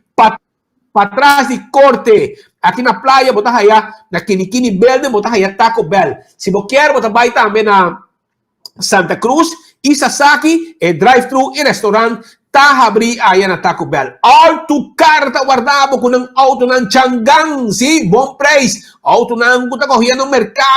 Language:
Papiamento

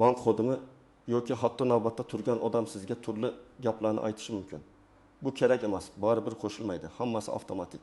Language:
Uzbek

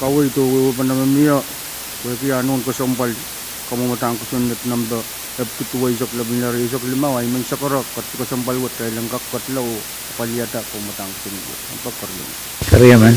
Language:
Pohnpeian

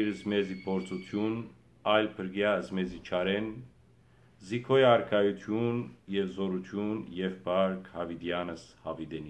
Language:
Western Armenian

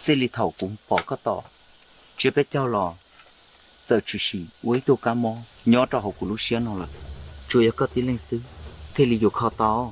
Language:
Hmong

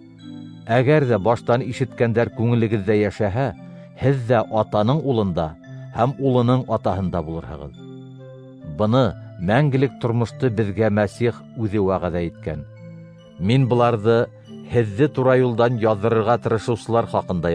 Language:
Bashkir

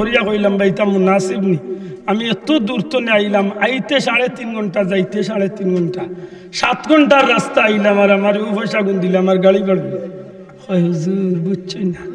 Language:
Sylheti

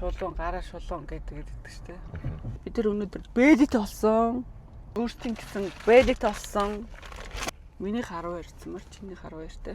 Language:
Mongolian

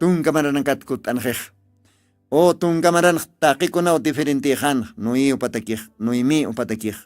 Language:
Aymara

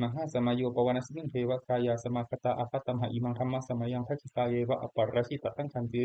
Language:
Pali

